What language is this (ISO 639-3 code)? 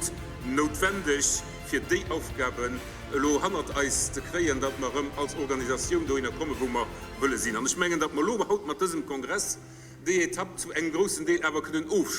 ltz